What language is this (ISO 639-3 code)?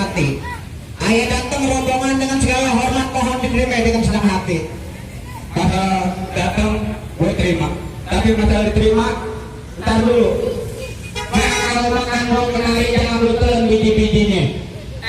bew